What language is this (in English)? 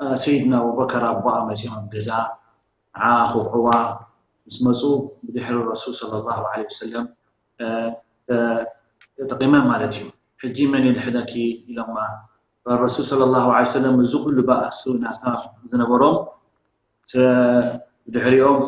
Tigrinya